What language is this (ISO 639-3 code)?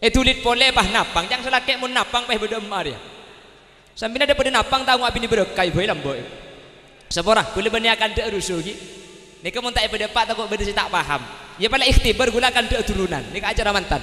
mad